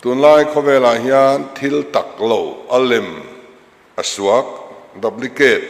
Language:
Mizo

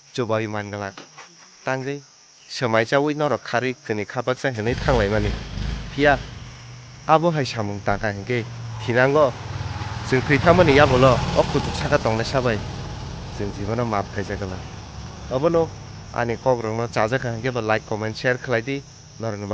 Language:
Kok Borok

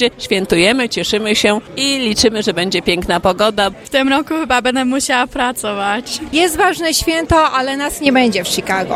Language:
Polish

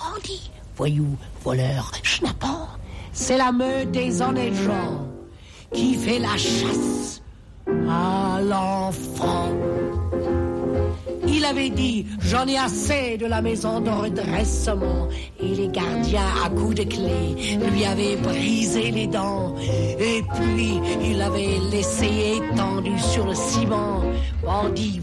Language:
French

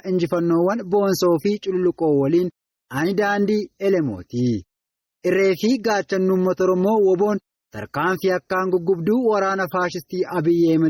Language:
Oromo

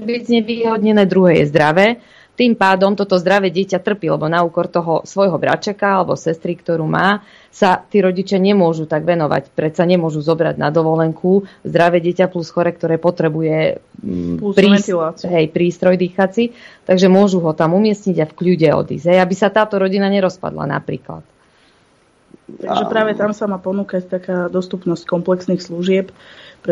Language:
Slovak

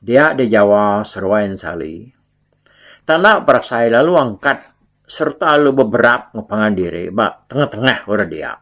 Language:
Iban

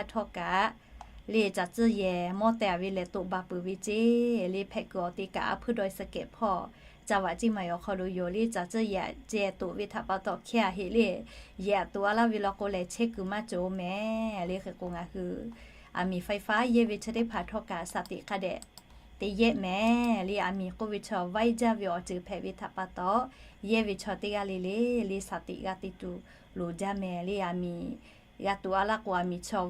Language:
Lahu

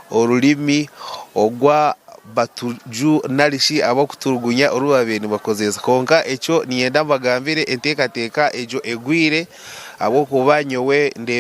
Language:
Nyankole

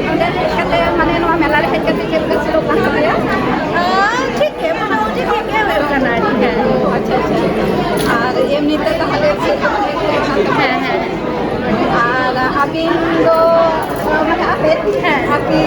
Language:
Santali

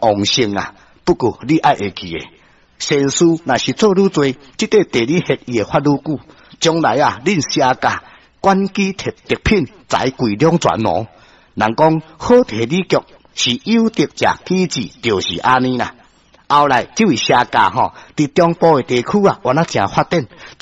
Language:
Min Nan Chinese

